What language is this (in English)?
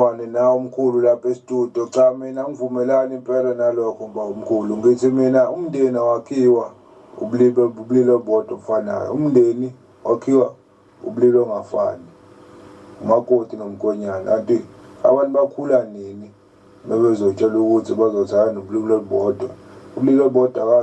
Zulu